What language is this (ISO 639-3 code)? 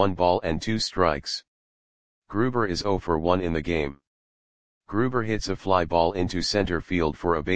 eng